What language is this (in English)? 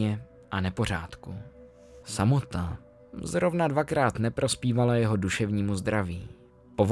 Czech